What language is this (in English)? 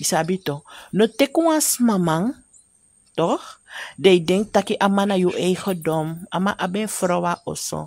Sranan Tongo